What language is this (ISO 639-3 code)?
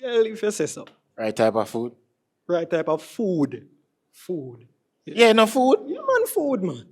jam